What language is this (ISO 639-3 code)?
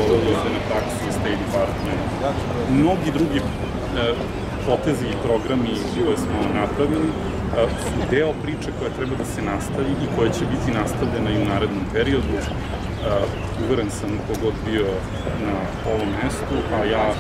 srp